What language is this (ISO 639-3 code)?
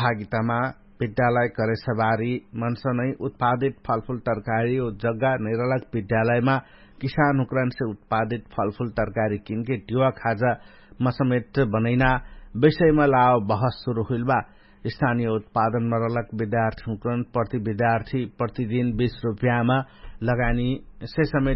thl